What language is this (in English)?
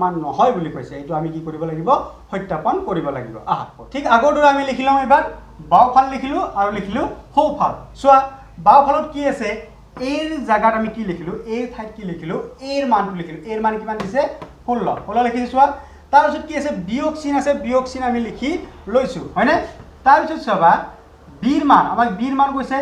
Assamese